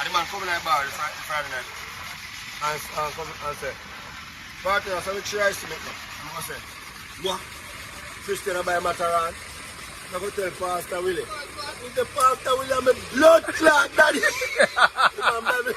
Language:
Jamaican Creole English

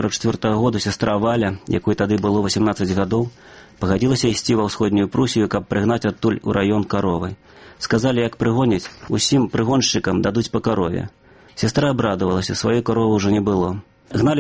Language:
Belarusian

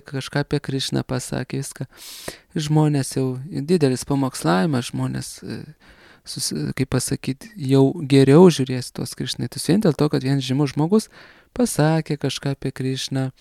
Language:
Lithuanian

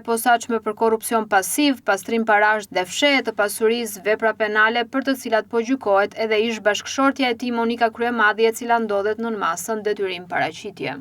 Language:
Albanian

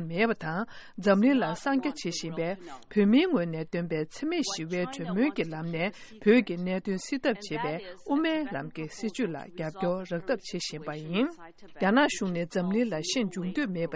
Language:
Tibetan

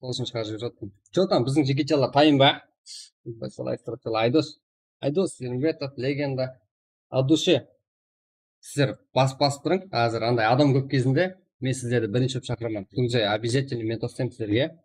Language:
Kara-Kalpak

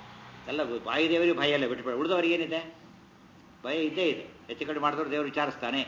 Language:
Kannada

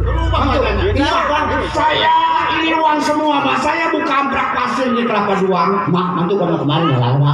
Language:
Betawi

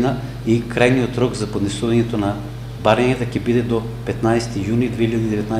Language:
Macedonian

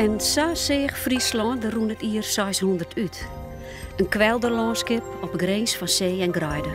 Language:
Western Frisian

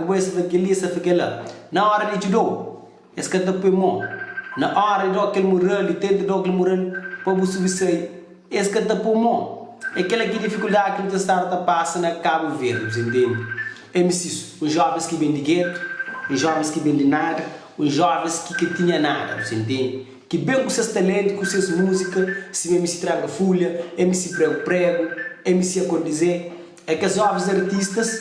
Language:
Kabuverdianu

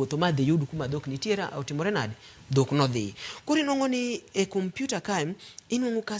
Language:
Luo (Kenya and Tanzania)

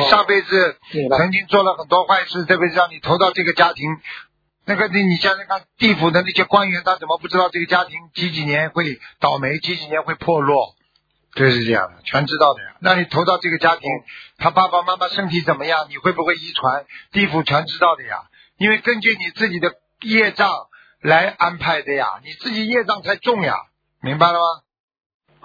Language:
Chinese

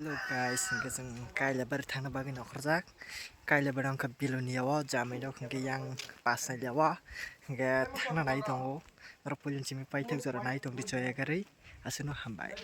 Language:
Kok Borok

